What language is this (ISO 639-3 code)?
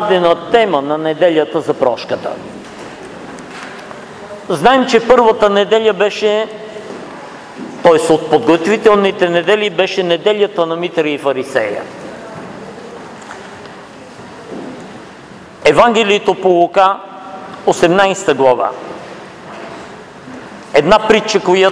bul